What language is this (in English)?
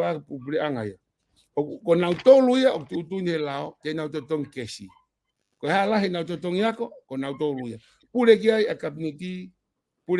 Tongan